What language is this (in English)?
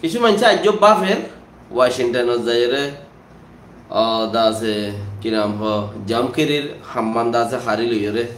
Rohingya